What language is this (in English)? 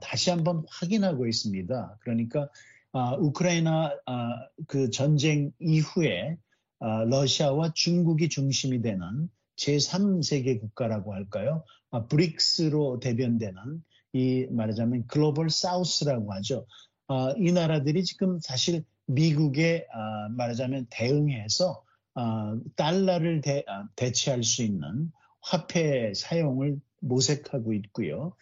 Korean